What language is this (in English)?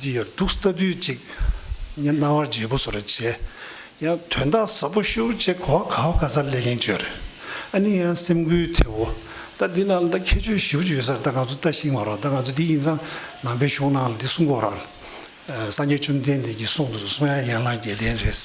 Tibetan